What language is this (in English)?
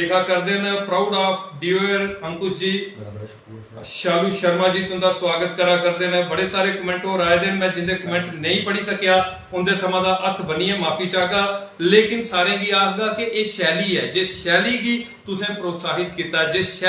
Dogri